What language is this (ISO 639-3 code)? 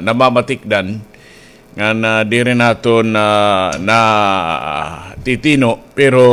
war